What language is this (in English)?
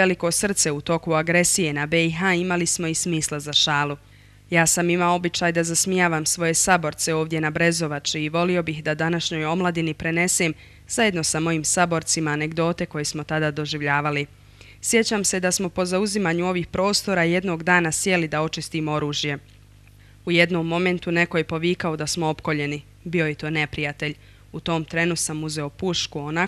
Bosnian